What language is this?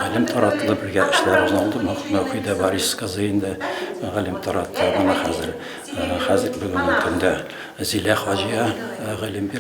Bashkir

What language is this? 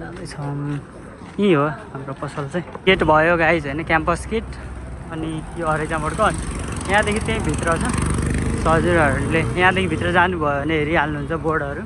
Nepali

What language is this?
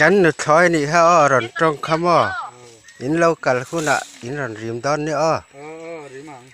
Mizo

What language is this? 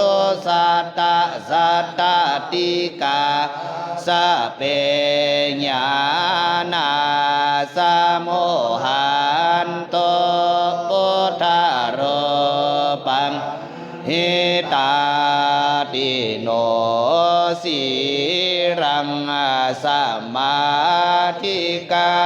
Pali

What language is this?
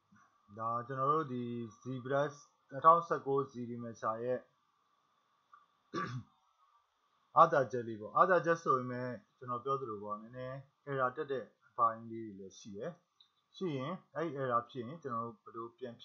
Burmese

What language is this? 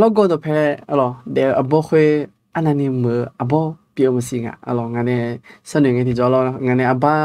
Akha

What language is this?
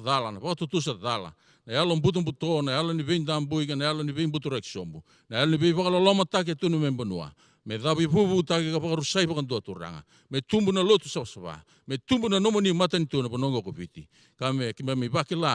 Fijian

